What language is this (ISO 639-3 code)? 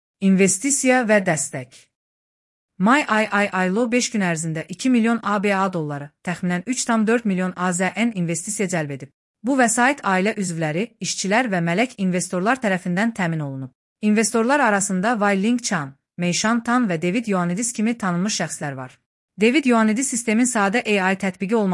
aze